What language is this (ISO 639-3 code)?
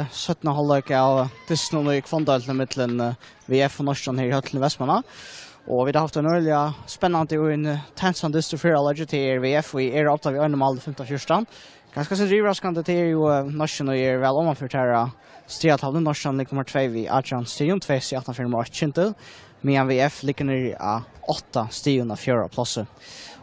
fao